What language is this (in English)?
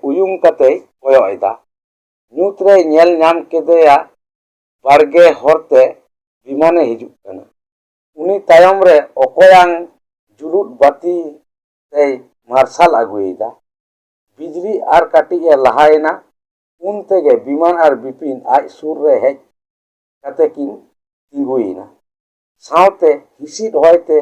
Santali